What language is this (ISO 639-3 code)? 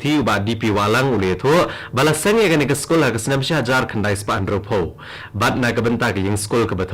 kha